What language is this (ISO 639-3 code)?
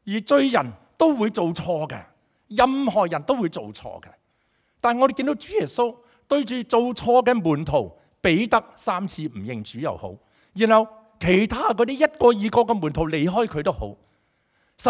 yue